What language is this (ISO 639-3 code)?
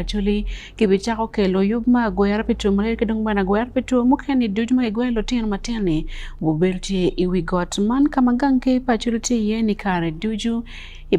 ach